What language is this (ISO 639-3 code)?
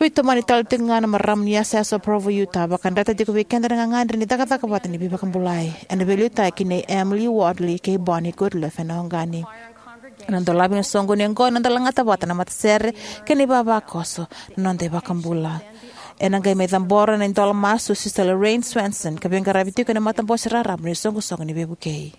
fij